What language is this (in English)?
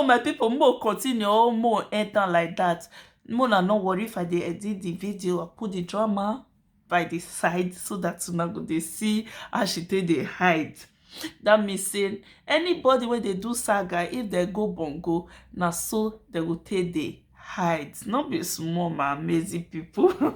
Nigerian Pidgin